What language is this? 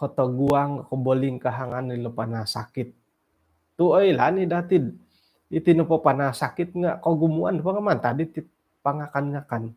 Central Dusun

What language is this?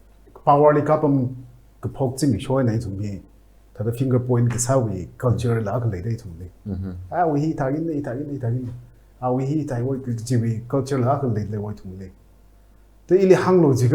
Tangkhul Naga (India)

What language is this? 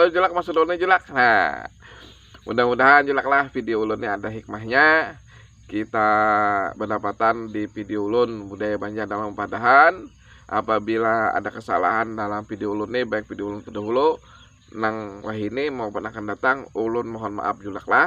Banjar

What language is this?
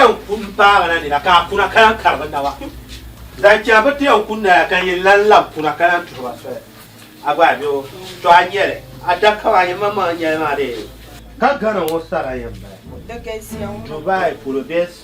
Dagbani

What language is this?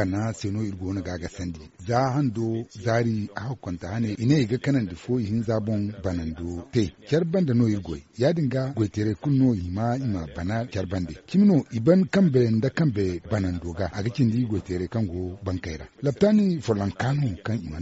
Zarma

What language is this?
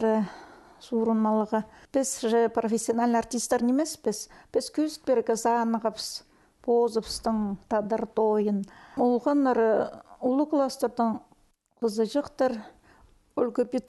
Khakas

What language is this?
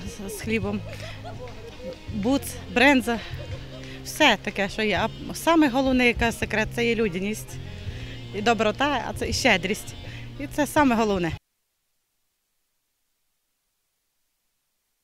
Ukrainian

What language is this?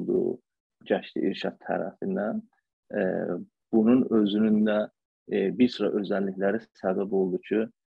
South Azerbaijani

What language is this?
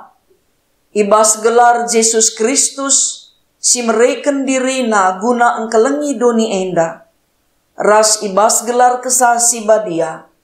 Batak Karo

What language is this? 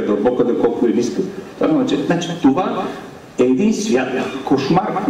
Bulgarian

